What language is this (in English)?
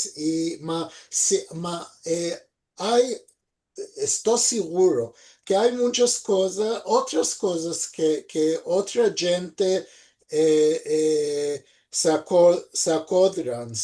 Ladino